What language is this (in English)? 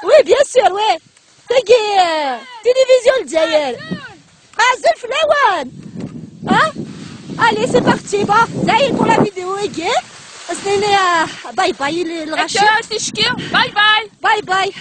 Kabyle